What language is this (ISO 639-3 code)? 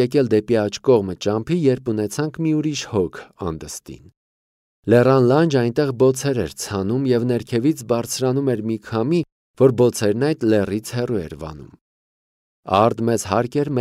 hye